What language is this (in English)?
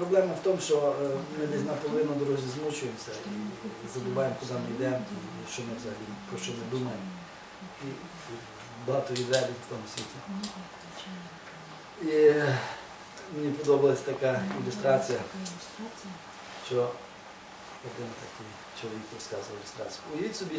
Ukrainian